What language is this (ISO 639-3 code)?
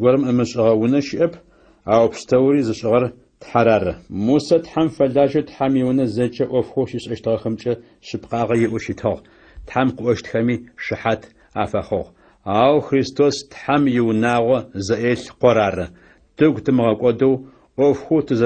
ady